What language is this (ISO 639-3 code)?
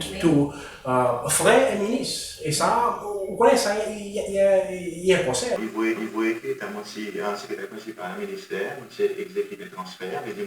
crs